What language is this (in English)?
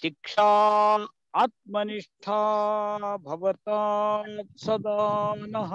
Sanskrit